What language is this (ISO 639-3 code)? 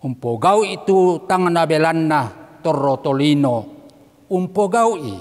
sda